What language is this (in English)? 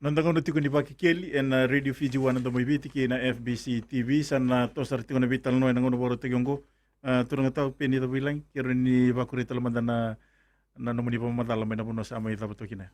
Fijian